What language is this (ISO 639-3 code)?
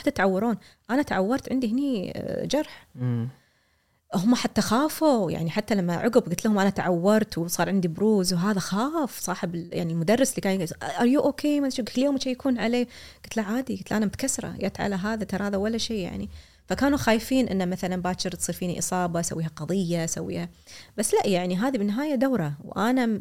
afb